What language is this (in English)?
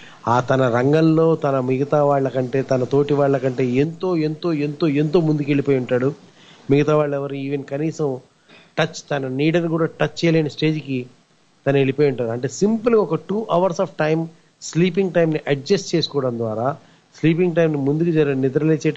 Telugu